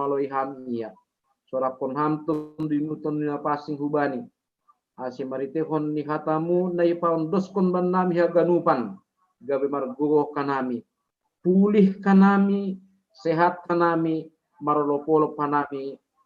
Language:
Batak Simalungun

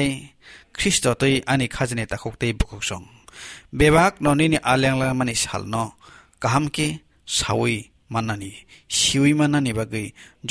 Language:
Kok Borok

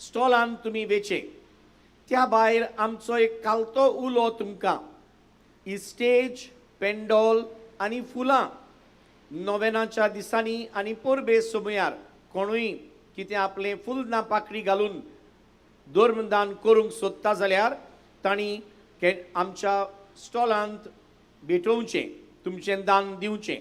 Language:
Konkani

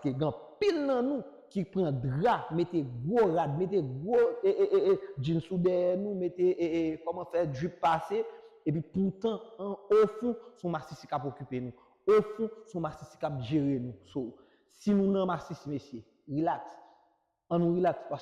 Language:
Haitian Creole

